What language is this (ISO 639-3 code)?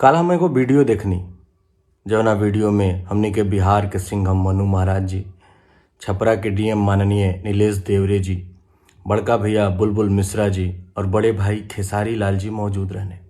bho